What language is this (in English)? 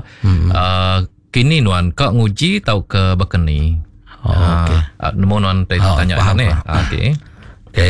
Iban